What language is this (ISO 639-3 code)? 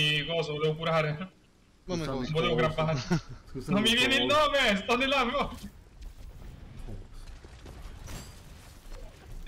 ita